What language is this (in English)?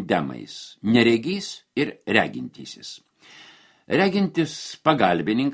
Lithuanian